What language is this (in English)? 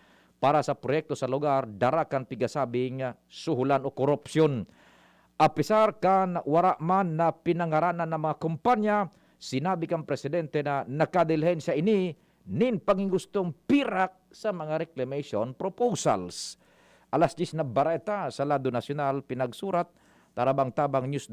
Bikol